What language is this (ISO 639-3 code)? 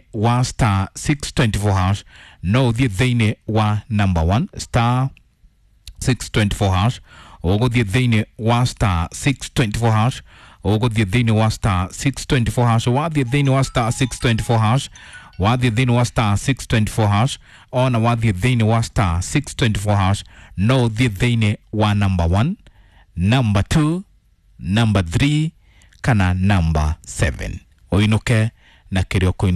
kik